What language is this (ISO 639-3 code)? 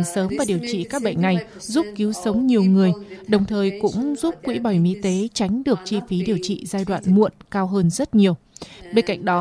vie